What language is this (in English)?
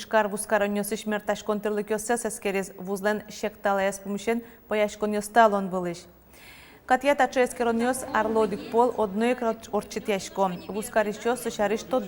Udmurt